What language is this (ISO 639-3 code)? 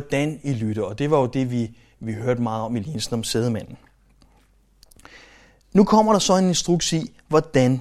dan